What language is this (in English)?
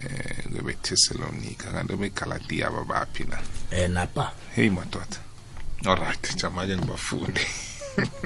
South Ndebele